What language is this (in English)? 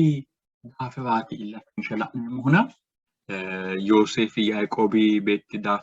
Sidamo